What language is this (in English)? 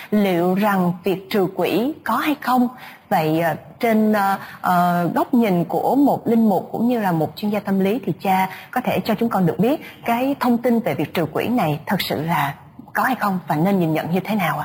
Vietnamese